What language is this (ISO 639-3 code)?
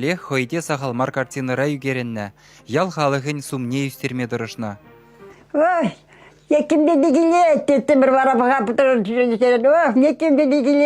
chv